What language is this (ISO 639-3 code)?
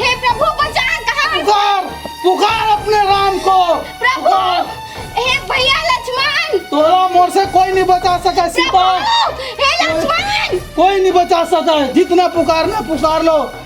hne